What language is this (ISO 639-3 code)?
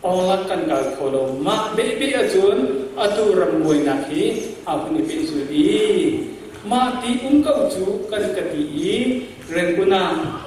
cnh